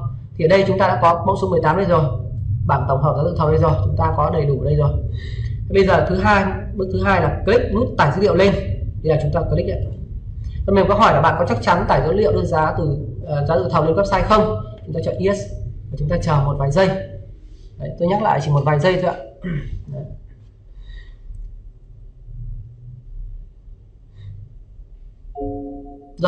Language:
Vietnamese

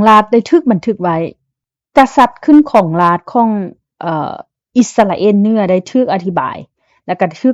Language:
Lao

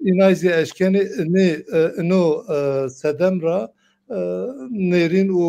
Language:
Zaza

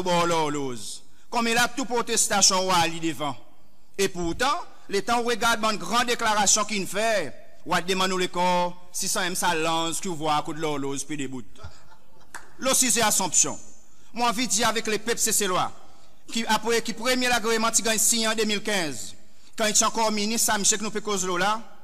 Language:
Seselwa Creole French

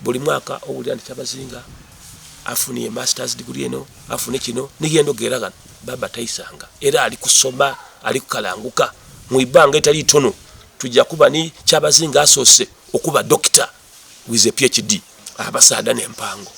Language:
Soga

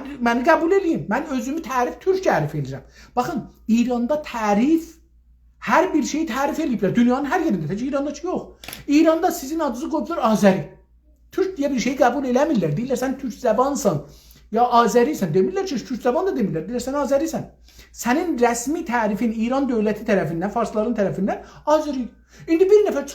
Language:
South Azerbaijani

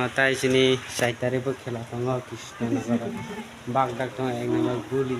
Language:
Kok Borok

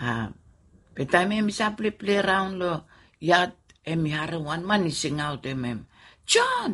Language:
Bislama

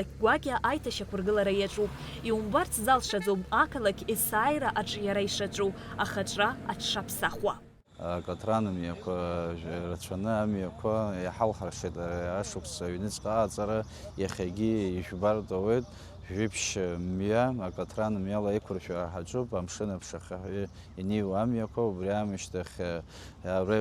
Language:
Abkhazian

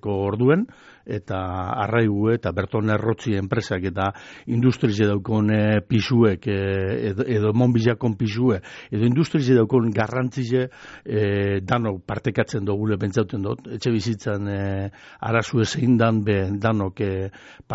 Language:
Basque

